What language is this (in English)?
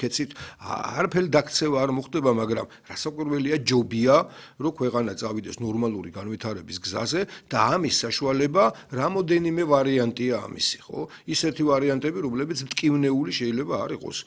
Georgian